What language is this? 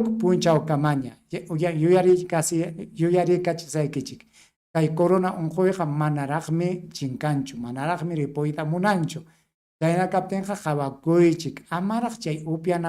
Ayacucho Quechua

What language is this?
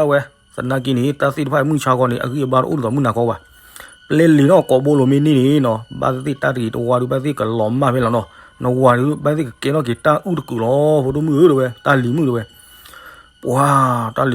S'gaw Karen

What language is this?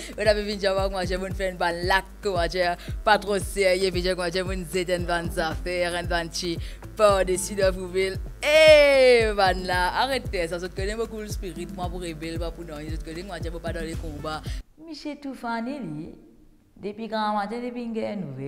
Morisyen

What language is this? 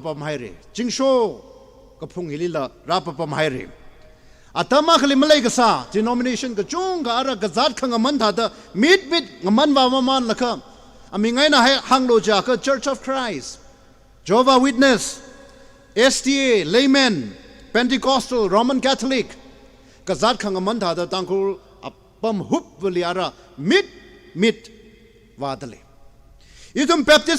Tangkhul Naga (India)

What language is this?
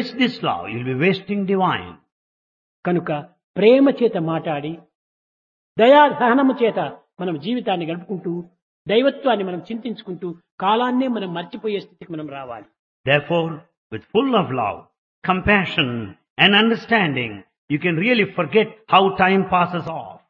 Telugu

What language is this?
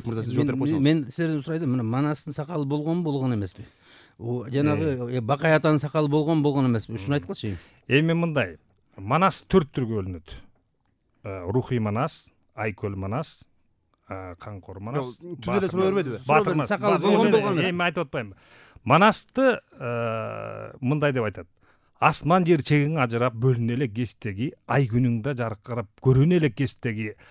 Kyrgyz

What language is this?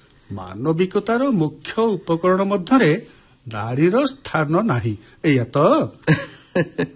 Odia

